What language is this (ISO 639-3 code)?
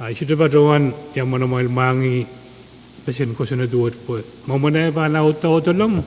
pon